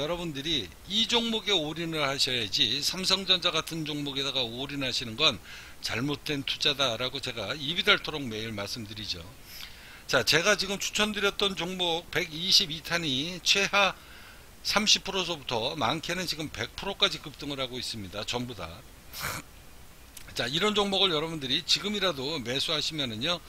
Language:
Korean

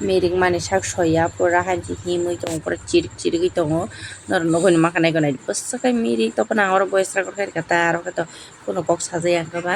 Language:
Kok Borok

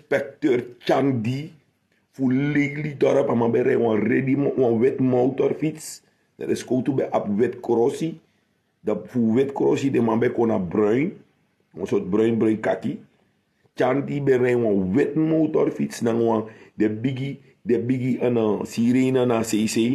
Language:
Sranan Tongo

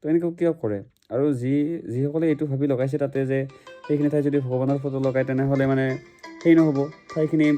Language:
Assamese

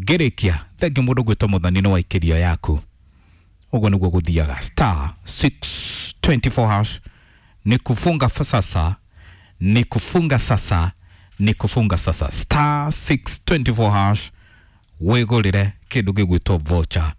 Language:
Kikuyu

